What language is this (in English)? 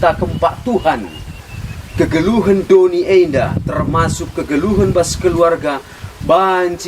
Batak Karo